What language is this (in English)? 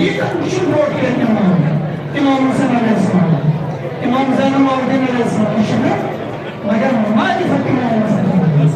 Kashmiri